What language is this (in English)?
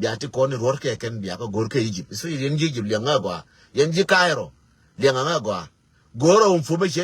Nuer